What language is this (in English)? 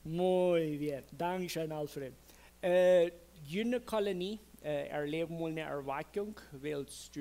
Plautdietsch